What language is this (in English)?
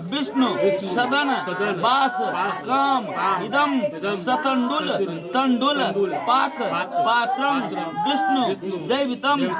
Maithili